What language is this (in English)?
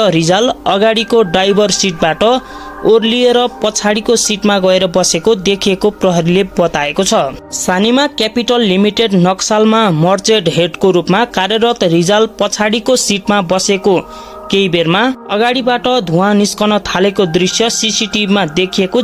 Nepali